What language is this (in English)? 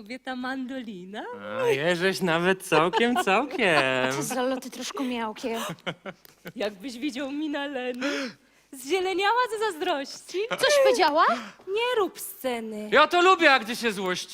Silesian